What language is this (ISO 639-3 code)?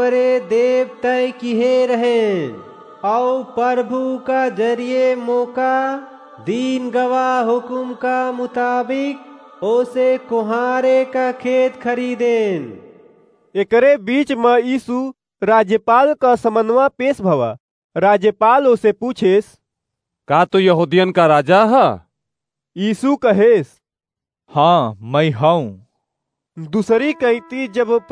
awa